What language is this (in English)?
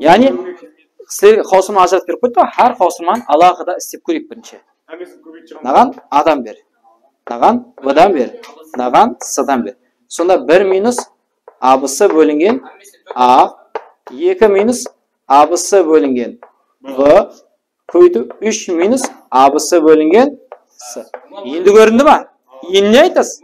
Kara-Kalpak